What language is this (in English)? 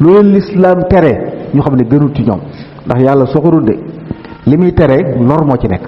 Wolof